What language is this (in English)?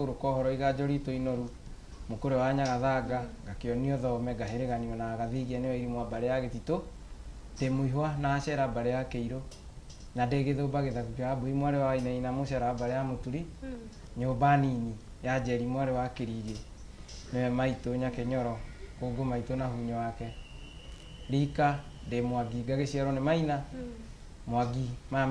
Kikuyu